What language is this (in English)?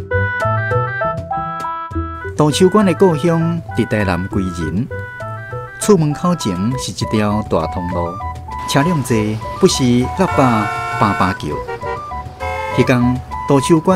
Min Nan Chinese